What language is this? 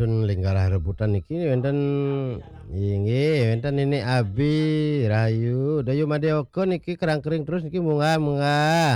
Balinese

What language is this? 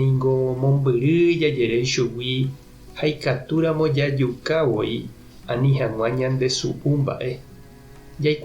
Guarani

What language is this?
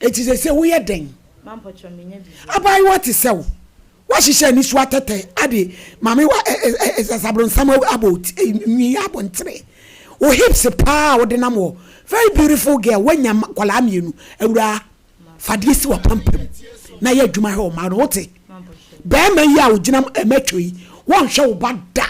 Akan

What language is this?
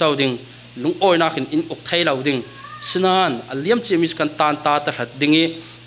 Falam Chin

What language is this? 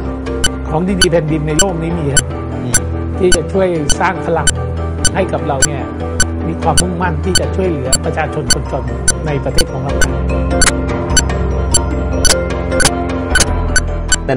Thai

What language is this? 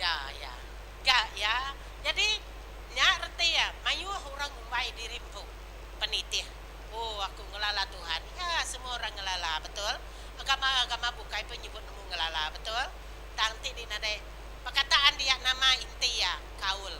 Iban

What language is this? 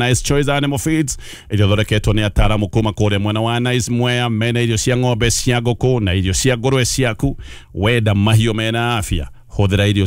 Kikuyu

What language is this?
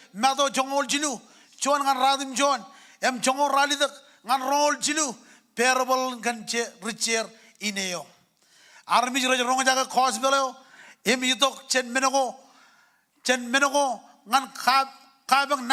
Marshallese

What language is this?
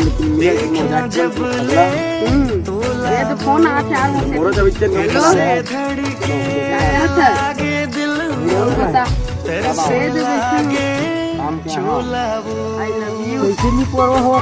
Chhattisgarhi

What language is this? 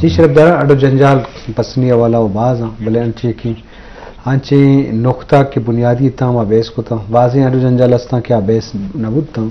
Eastern Balochi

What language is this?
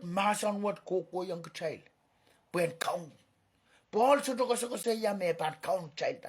Pohnpeian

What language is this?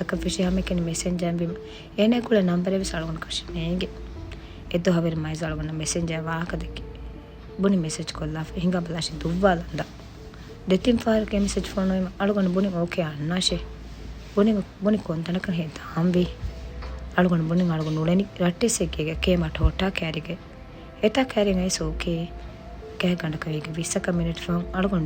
Divehi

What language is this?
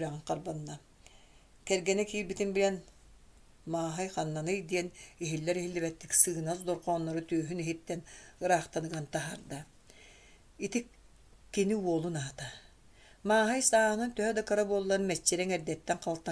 Yakut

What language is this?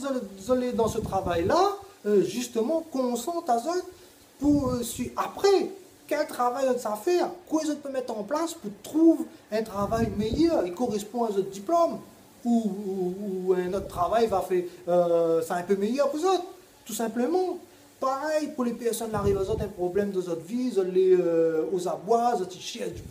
Réunion Creole French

